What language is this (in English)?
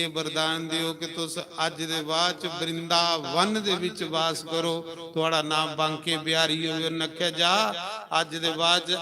Dogri